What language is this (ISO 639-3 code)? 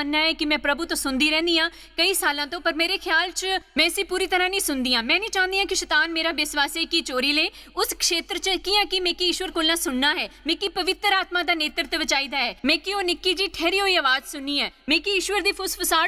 doi